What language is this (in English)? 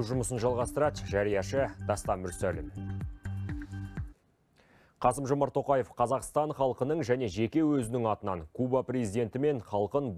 Kazakh